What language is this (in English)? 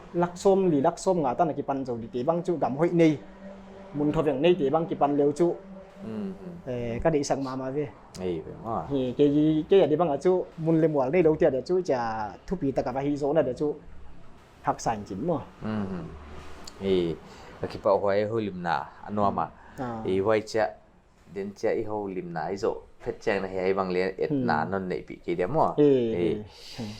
Paite Chin